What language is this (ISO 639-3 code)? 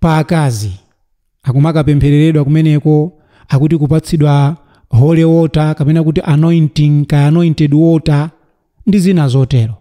nya